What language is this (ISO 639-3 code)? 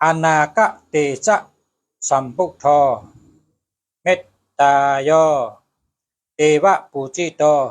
shn